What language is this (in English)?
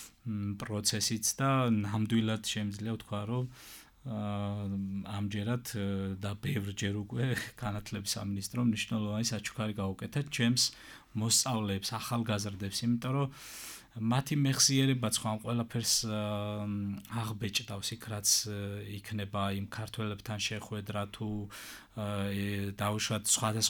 Georgian